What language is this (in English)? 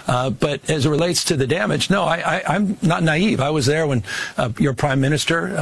English